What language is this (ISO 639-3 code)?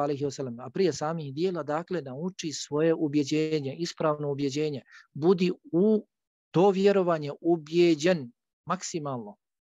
bos